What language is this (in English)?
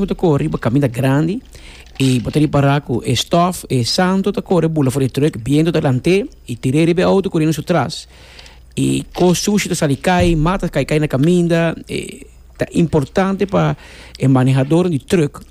Papiamento